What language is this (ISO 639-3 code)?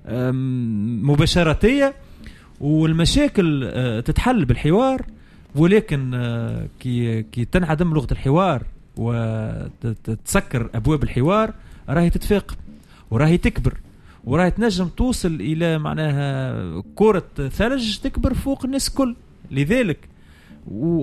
aeb